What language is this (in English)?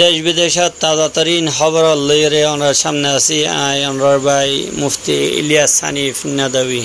Rohingya